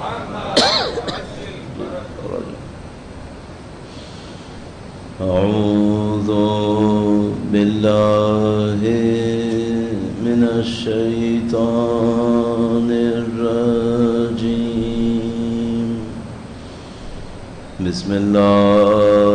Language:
Urdu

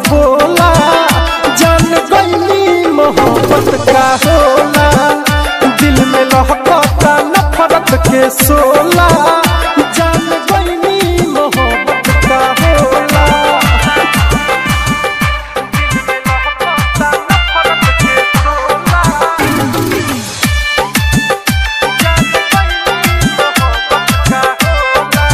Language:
Bhojpuri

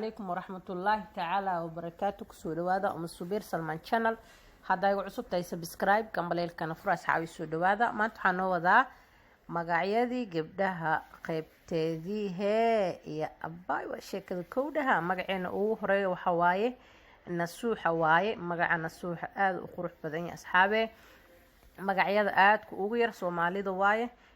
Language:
Somali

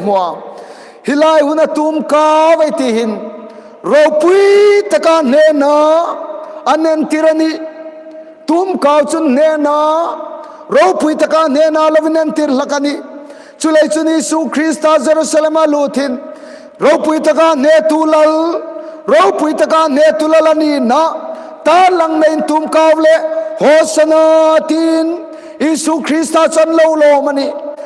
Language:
Hmar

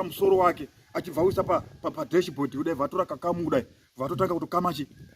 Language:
Shona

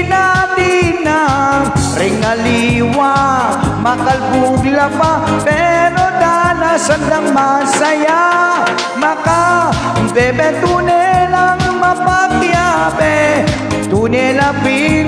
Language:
Pampanga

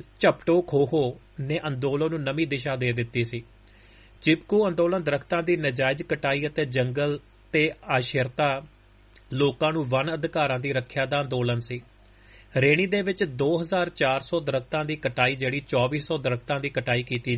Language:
Punjabi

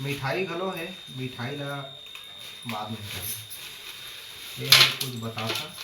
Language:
Chhattisgarhi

